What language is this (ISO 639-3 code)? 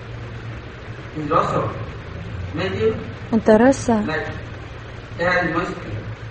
rus